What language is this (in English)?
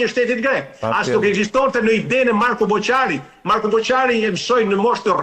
Albanian